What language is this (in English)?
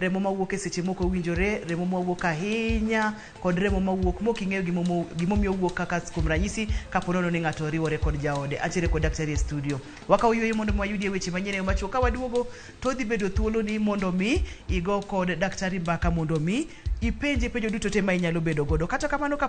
Luo (Kenya and Tanzania)